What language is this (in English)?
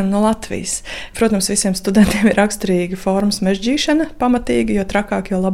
Latvian